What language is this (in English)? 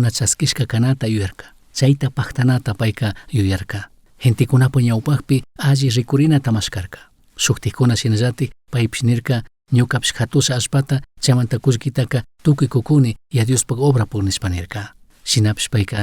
Chimborazo Highland Quichua